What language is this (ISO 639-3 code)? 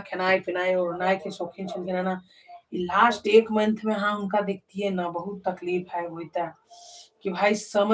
mai